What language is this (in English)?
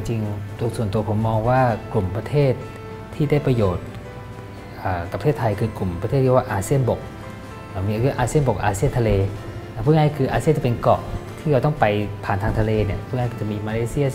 Thai